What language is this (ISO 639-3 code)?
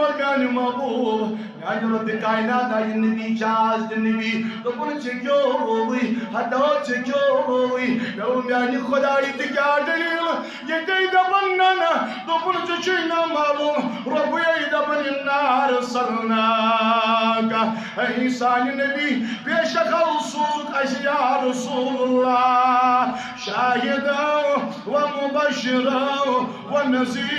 kas